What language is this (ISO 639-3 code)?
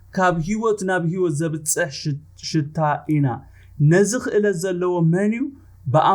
tir